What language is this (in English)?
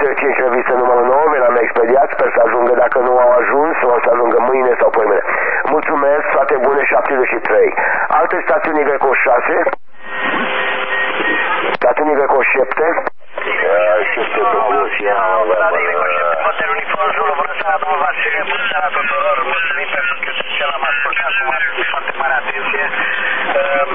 Romanian